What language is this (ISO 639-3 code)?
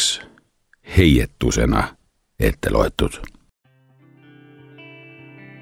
est